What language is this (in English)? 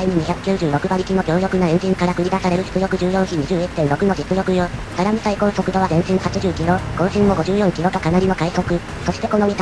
Japanese